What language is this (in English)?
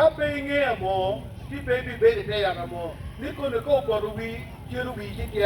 Acoli